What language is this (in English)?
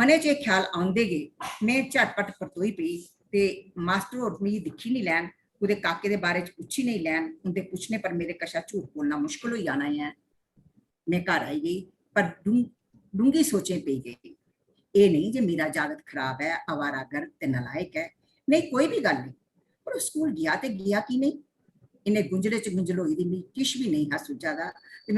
Dogri